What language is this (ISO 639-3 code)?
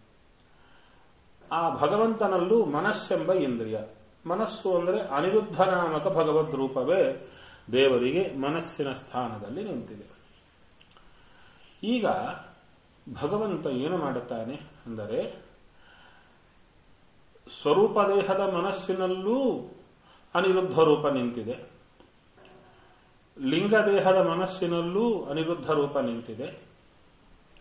kan